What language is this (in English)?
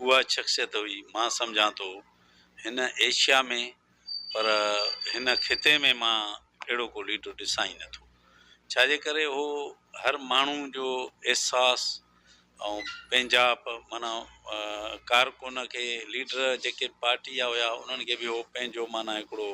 Sindhi